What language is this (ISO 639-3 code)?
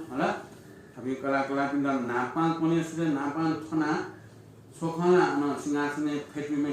new